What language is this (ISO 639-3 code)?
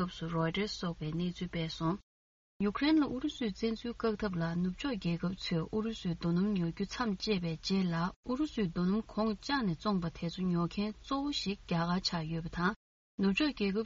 bod